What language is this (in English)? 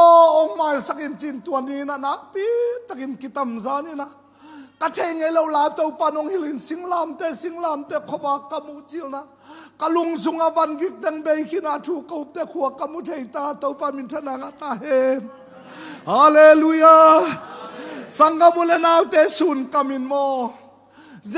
Tedim Chin